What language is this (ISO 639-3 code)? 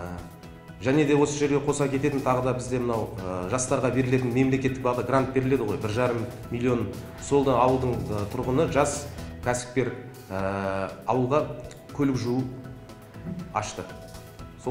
kaz